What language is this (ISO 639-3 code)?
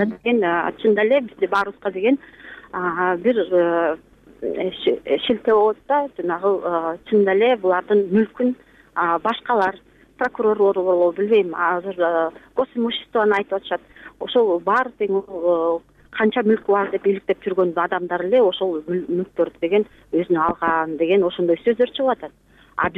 kir